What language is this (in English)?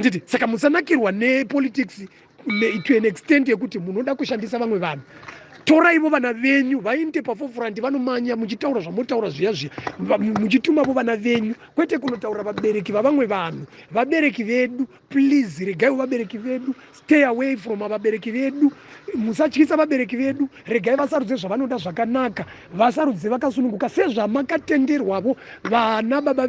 Shona